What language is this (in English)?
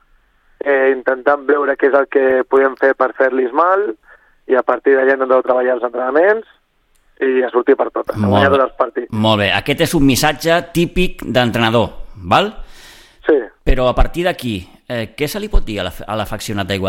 Catalan